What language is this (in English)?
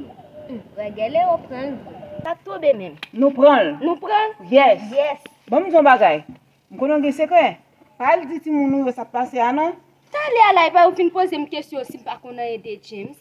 Haitian Creole